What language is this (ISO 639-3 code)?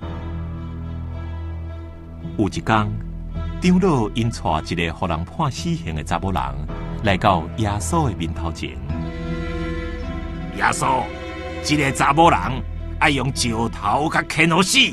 nan